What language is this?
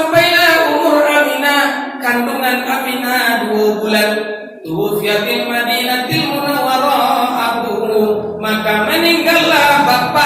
Minangkabau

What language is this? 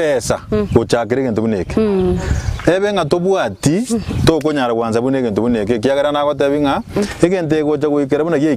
Gusii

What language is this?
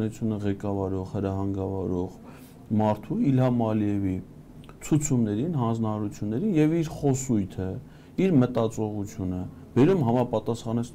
Armenian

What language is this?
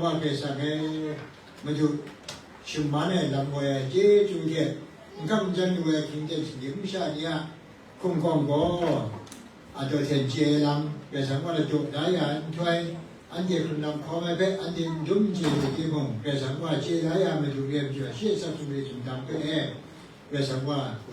Kachin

